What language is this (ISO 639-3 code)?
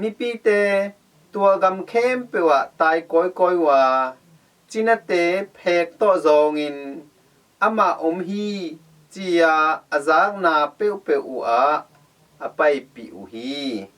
ctd